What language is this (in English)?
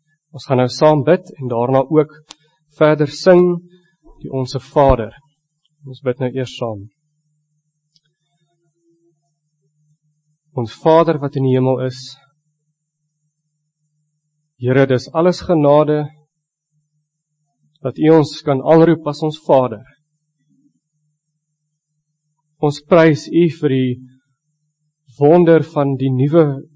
Afrikaans